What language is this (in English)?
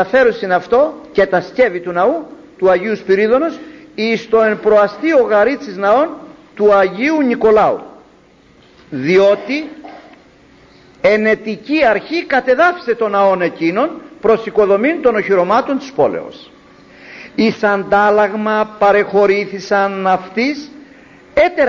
Greek